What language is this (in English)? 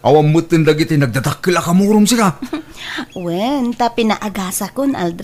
Iloko